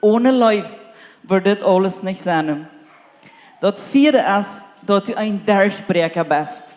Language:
Plautdietsch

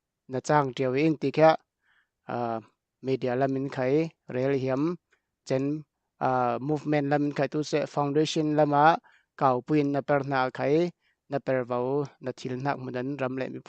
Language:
Falam Chin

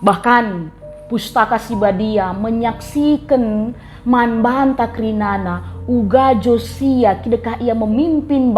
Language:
Batak Karo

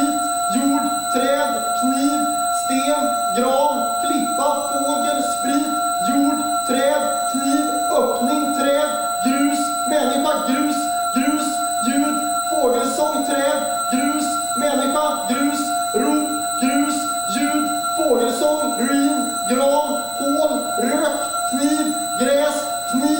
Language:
Swedish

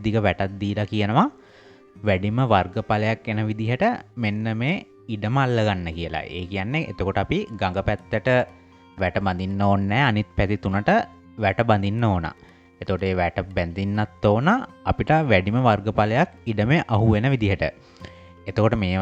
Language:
Sinhala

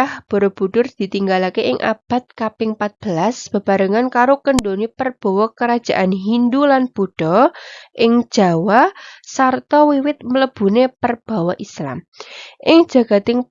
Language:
Javanese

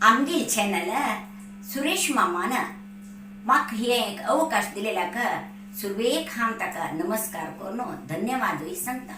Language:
Konkani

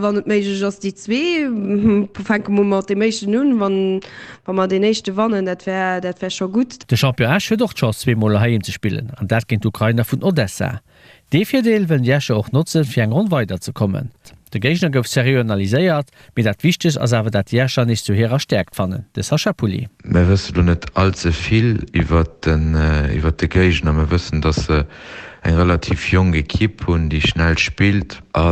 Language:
Luxembourgish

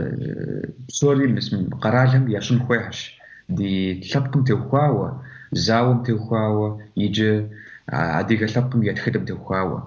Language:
Kabardian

